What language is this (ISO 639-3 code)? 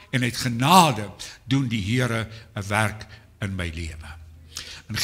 afr